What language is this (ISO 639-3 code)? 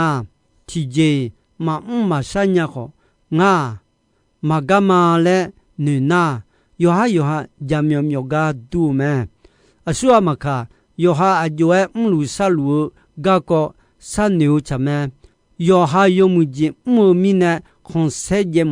ahk